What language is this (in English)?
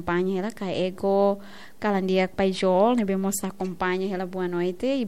Tetum